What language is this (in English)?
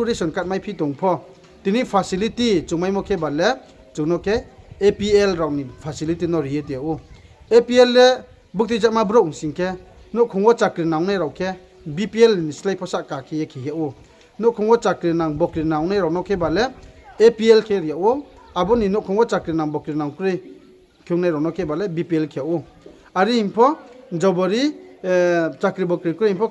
Riang (India)